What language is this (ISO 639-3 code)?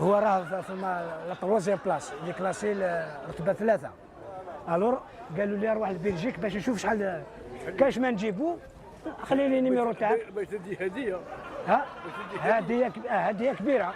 arq